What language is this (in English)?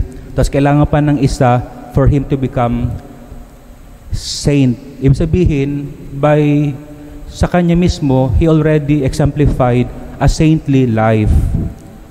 Filipino